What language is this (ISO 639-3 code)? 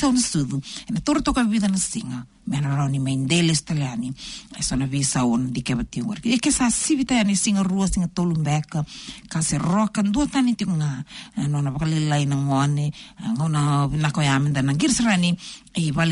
fij